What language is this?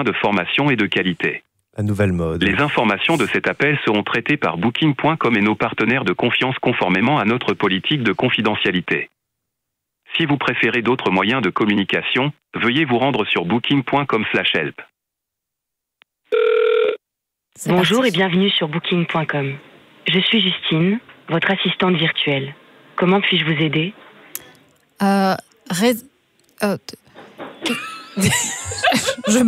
French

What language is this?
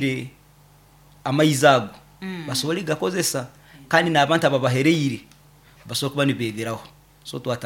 Nyoro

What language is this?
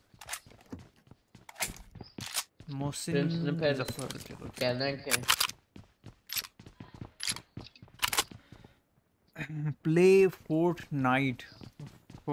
Hindi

